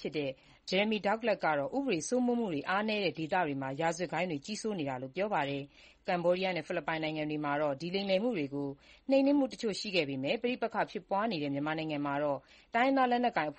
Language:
Burmese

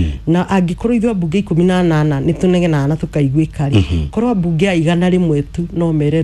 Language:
Kikuyu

